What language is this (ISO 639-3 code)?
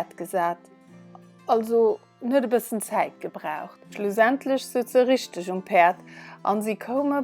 ltz